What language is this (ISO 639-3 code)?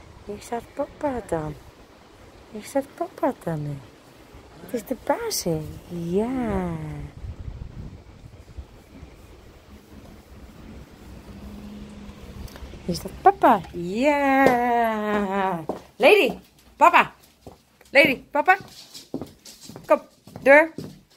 nld